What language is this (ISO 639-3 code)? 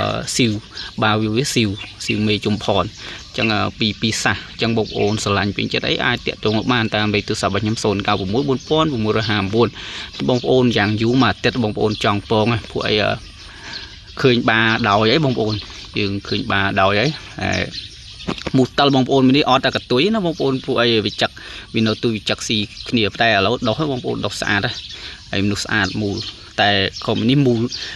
khm